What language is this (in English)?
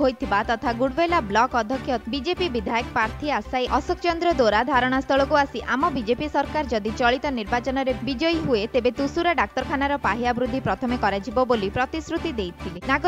Odia